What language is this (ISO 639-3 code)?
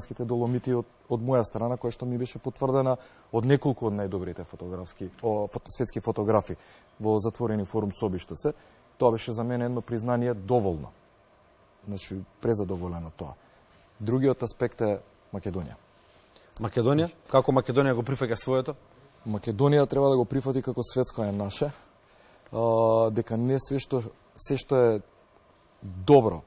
mkd